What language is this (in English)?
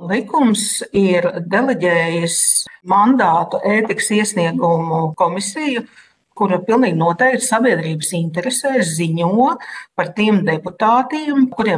Latvian